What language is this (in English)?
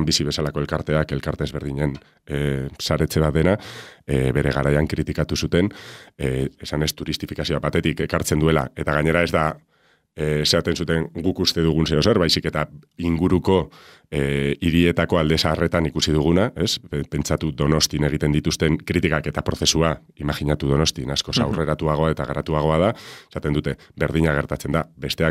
Basque